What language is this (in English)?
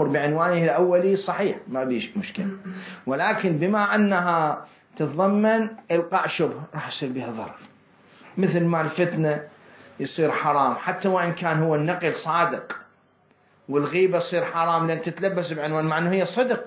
Mesopotamian Arabic